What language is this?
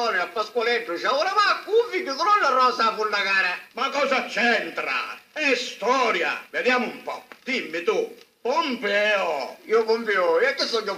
Sicilian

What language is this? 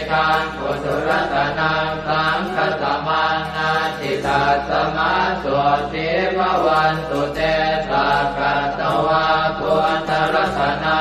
Pali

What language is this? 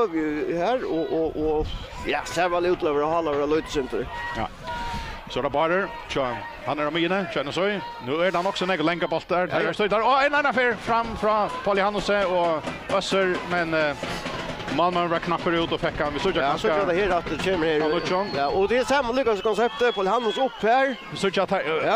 Faroese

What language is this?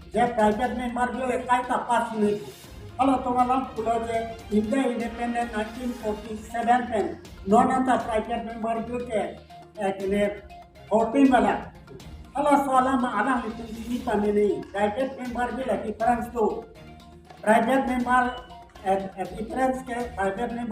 Karbi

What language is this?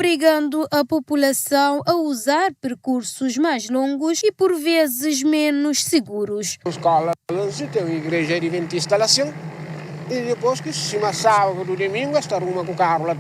Kabuverdianu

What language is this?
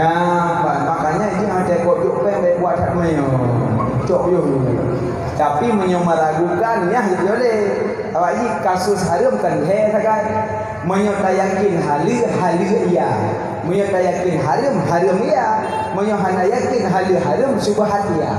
Achinese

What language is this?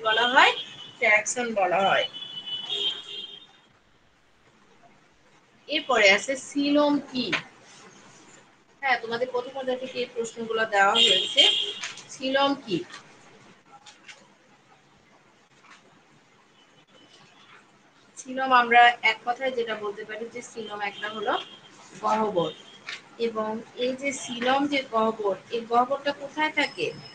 Bangla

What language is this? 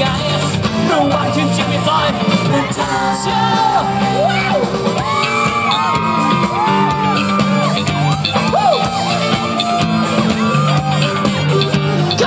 Thai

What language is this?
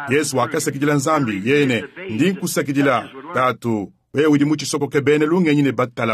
Luba-Lulua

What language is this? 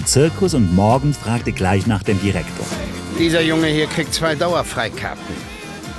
Swiss German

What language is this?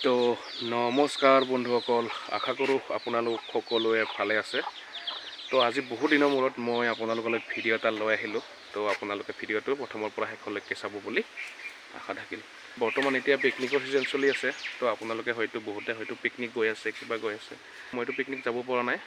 Assamese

